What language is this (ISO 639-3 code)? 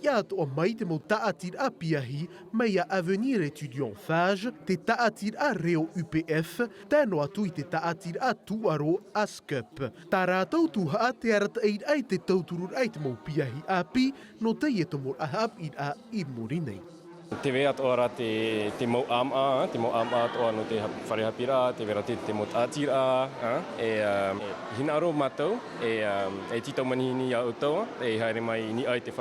tah